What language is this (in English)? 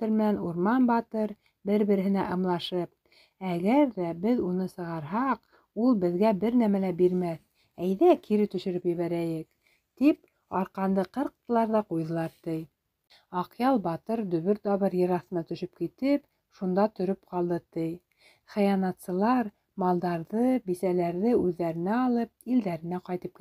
Bashkir